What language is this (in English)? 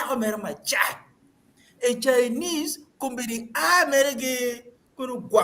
Acoli